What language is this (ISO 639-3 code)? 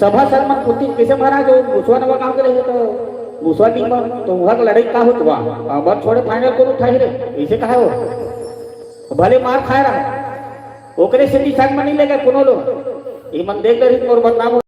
hne